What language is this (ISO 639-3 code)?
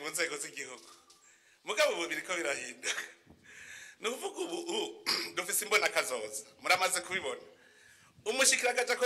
run